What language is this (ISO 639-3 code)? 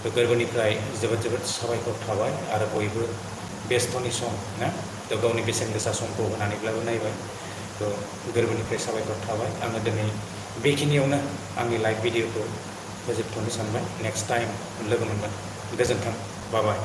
brx